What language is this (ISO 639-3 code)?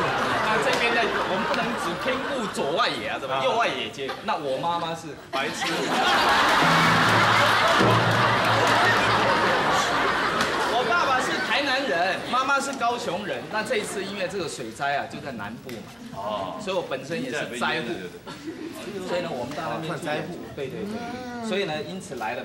zho